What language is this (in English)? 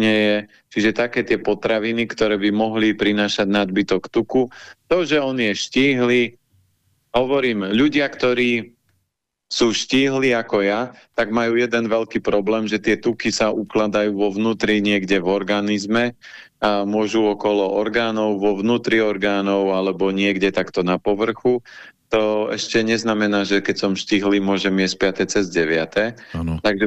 Slovak